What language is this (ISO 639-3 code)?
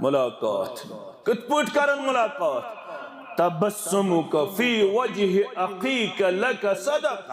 kas